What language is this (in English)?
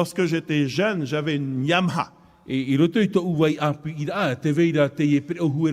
Tahitian